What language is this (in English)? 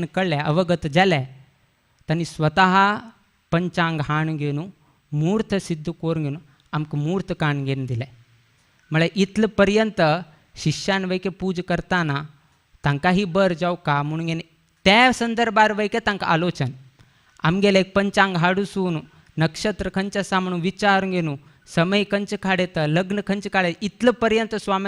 Konkani